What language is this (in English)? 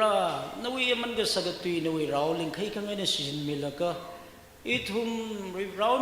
Tangkhul Naga (India)